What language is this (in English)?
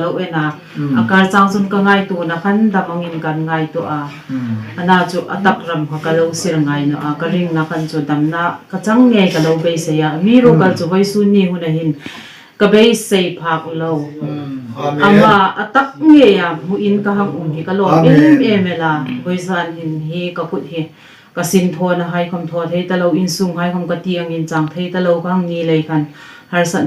Hmar